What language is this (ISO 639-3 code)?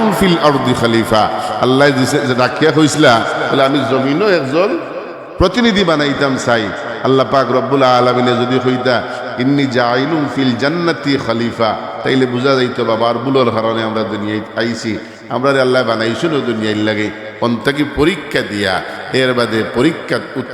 syl